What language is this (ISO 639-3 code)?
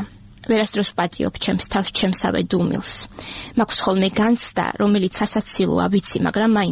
kat